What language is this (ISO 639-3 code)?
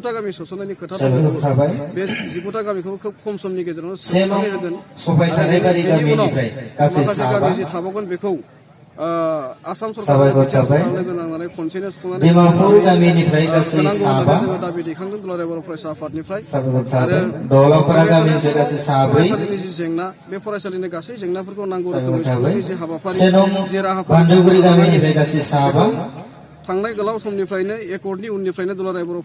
brx